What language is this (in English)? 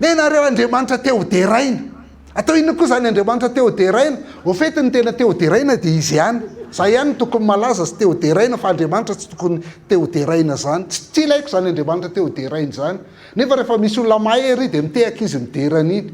Malagasy